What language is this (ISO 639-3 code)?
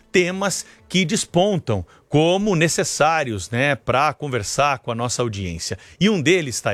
por